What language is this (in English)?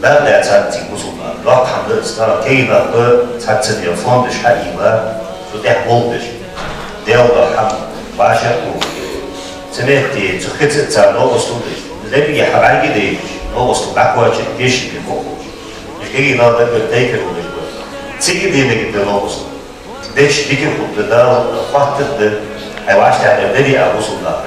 Ingush